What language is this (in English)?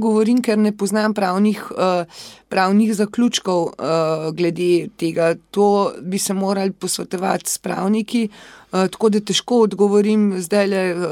Slovenian